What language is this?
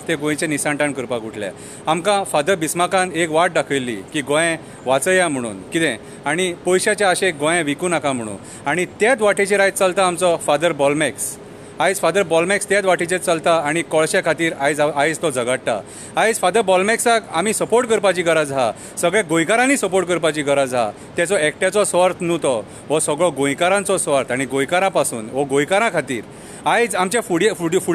Konkani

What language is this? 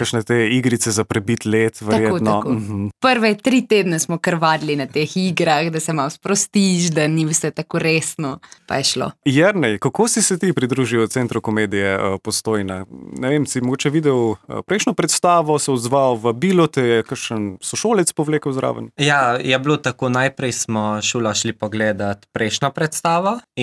Slovenian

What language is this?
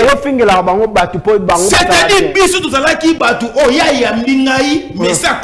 Lingala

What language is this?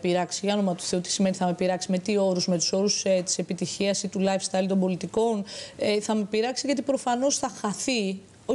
Greek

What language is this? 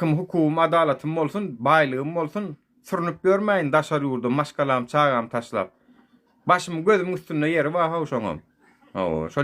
Turkmen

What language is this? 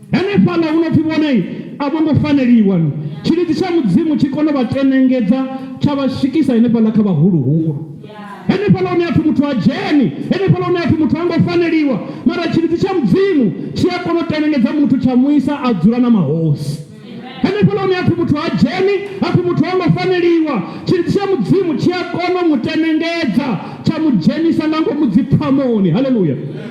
Venda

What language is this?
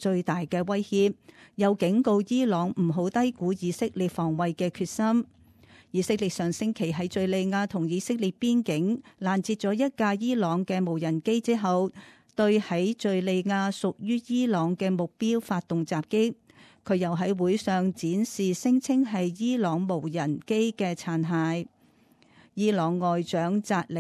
Cantonese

